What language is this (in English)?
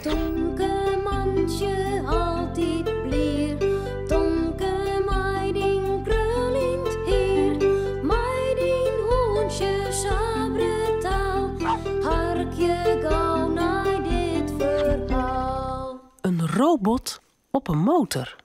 Western Frisian